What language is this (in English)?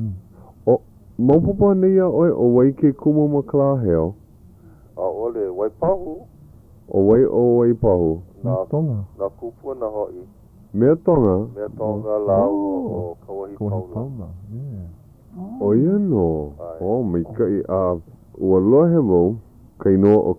Hawaiian